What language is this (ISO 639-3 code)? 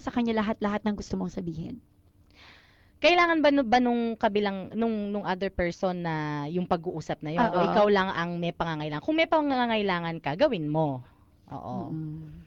fil